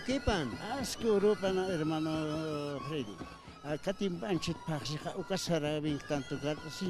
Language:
Aymara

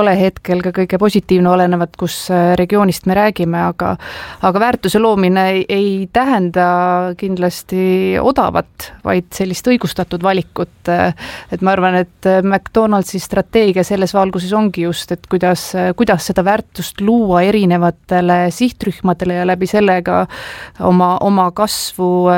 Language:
Estonian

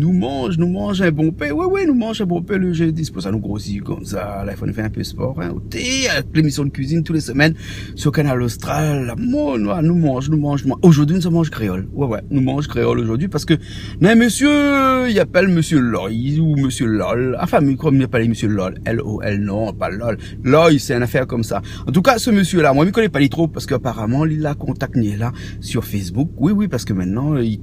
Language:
Réunion Creole French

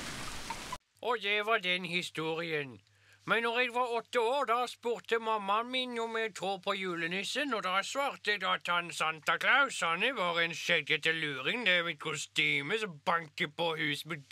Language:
Norwegian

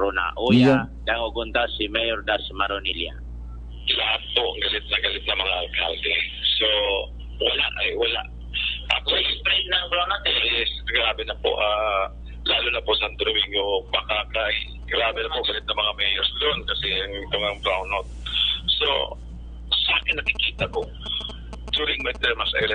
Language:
Bikol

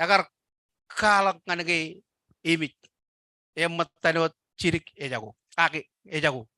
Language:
Marshallese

